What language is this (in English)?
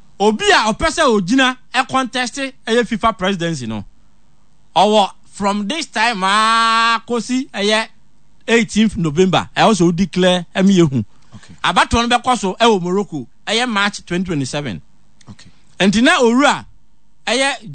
Akan